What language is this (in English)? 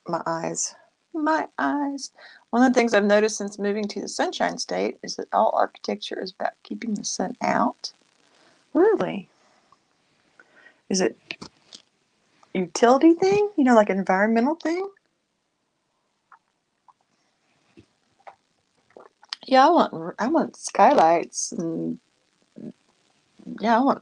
English